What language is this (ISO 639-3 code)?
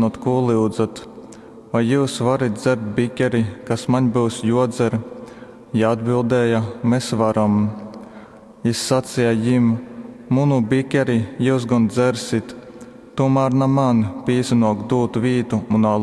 ltg